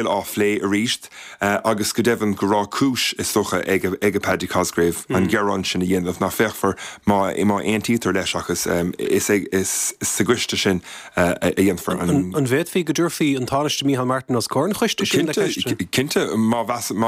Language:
Irish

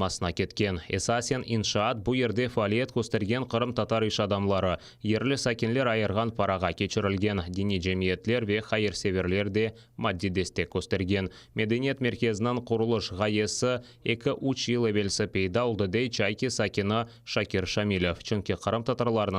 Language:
Crimean Tatar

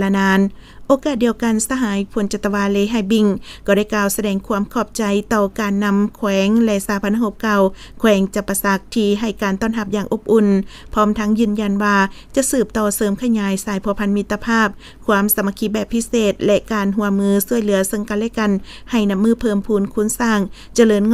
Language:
Lao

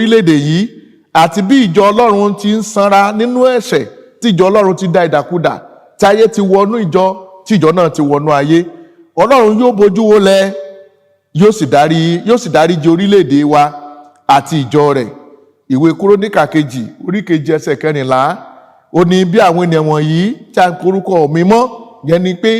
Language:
Yoruba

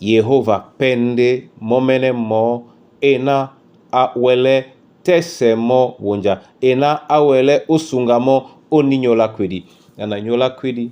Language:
Duala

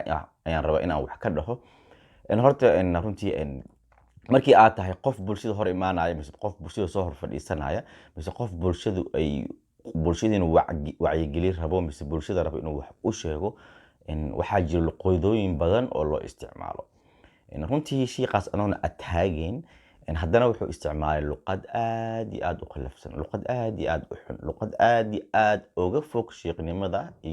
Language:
Somali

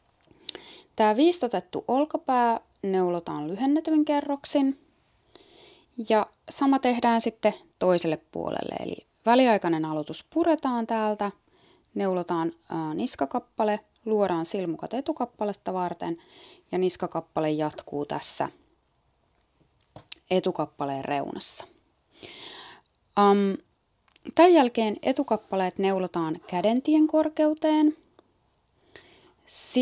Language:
Finnish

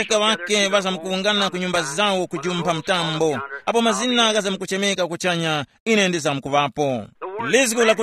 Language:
Tumbuka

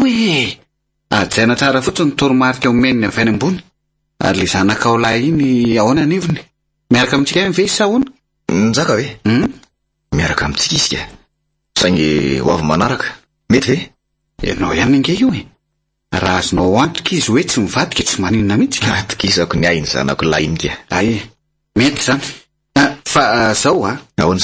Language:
Malagasy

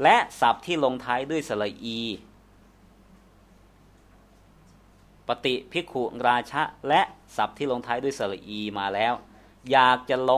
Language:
Thai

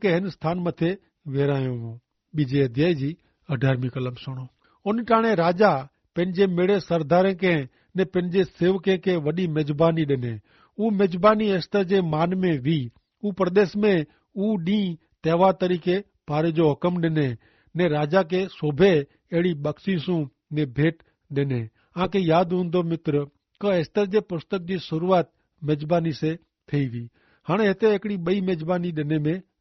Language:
Kachhi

